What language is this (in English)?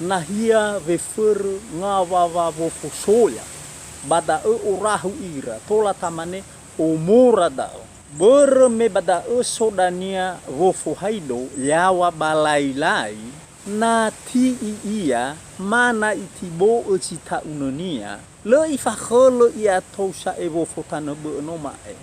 Nias